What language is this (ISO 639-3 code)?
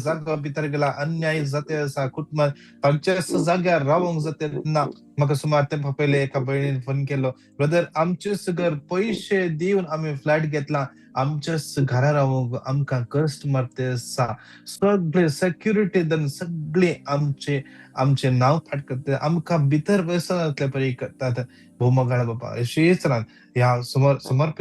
kok